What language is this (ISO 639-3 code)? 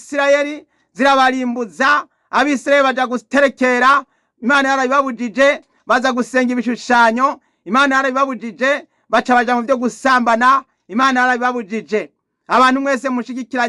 run